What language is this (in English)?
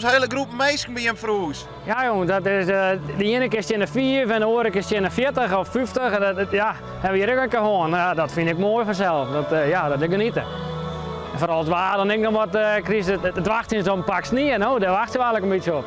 Western Frisian